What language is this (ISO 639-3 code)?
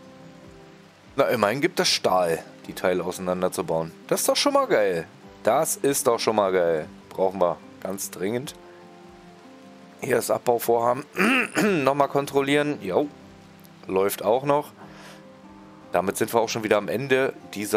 deu